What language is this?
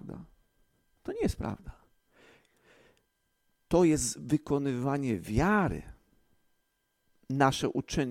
Polish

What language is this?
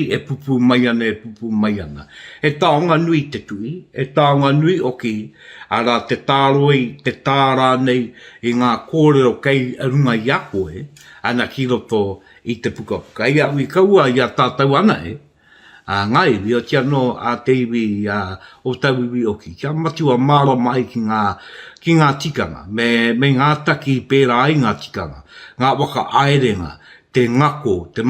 Māori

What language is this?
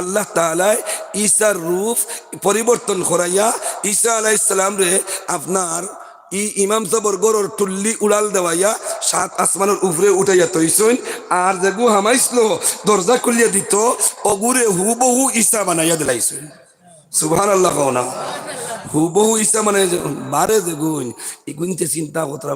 Sylheti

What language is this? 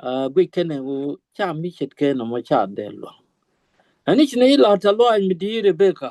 Nuer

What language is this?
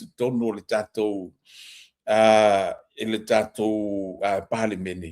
Samoan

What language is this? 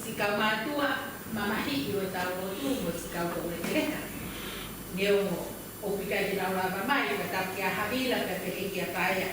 Tongan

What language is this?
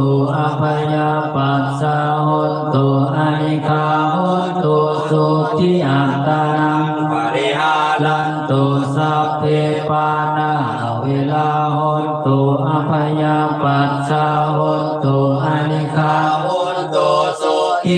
Pali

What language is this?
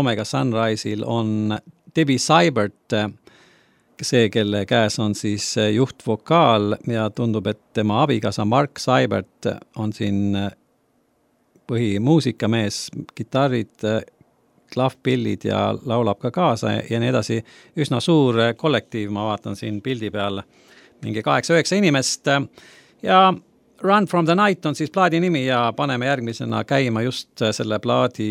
Estonian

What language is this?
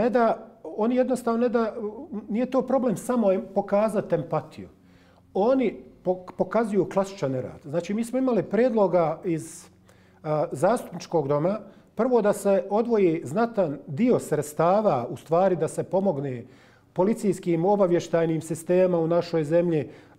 Bosnian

